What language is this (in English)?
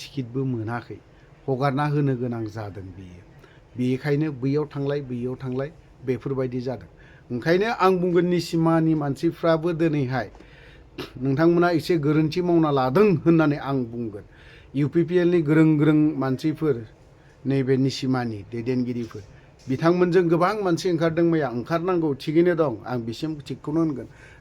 Bodo